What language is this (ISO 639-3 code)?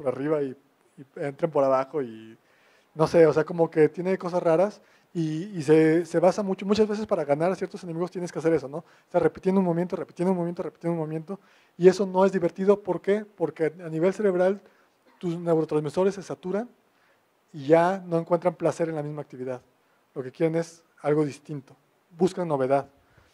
spa